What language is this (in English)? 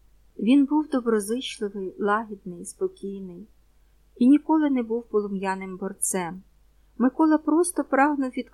Ukrainian